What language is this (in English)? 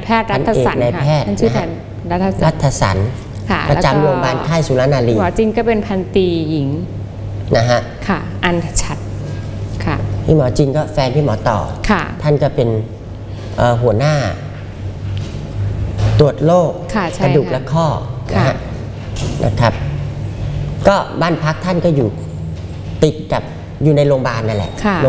Thai